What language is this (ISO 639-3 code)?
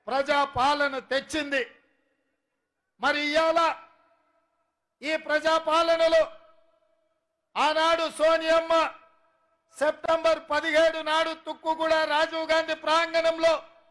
tel